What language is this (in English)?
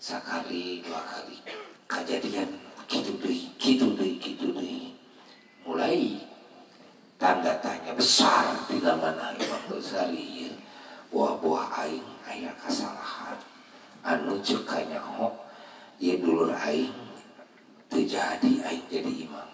Sundanese